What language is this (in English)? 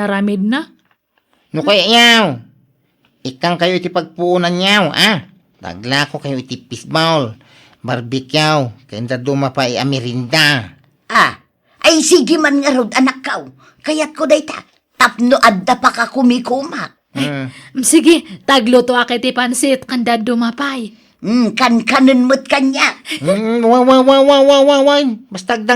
Iloko